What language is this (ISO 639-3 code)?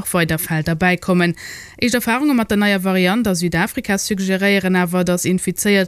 ltz